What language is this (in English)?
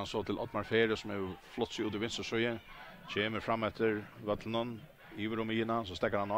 Faroese